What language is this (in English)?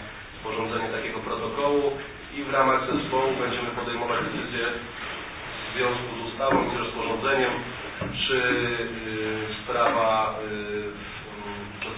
Polish